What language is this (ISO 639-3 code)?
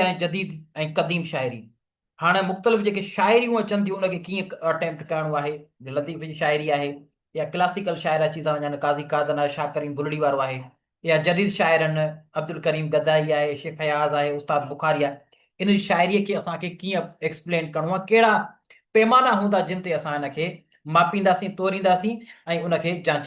snd